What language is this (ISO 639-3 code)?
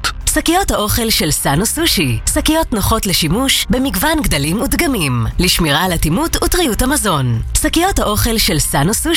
heb